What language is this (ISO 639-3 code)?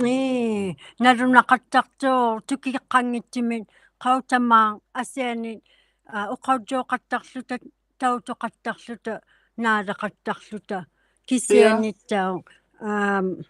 iku